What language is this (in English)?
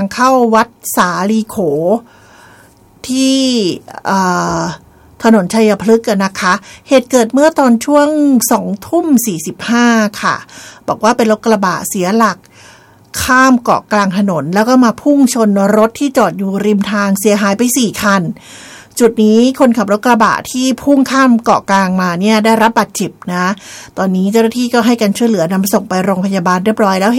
Thai